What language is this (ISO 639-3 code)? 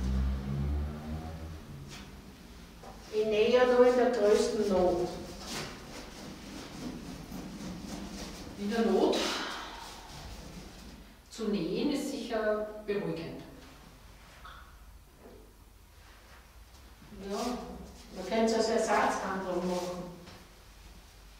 deu